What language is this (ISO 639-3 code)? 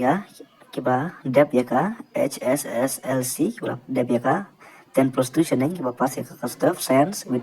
kha